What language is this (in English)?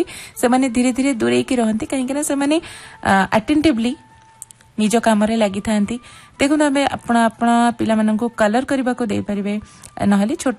Odia